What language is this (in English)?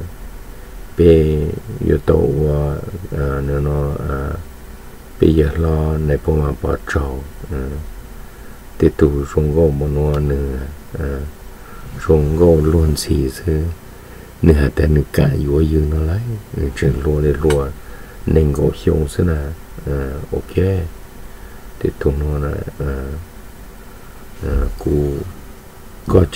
Vietnamese